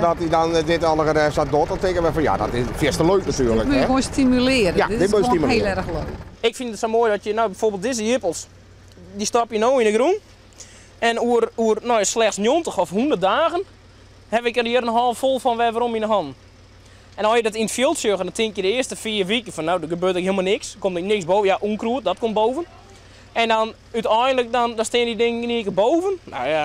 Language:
Western Frisian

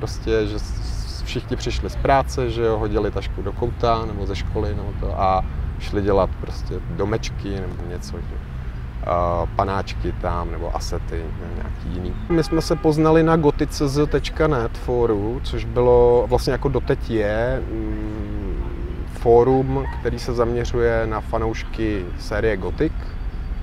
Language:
Czech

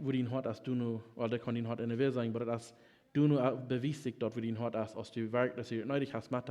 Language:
Plautdietsch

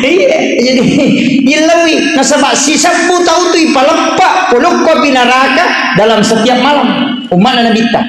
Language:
Buginese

